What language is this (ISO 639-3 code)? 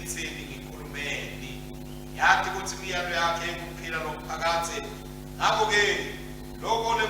ssw